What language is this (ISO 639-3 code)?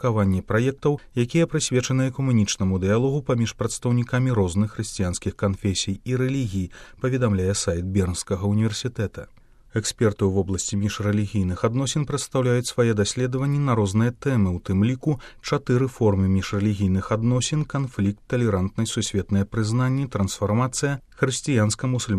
bel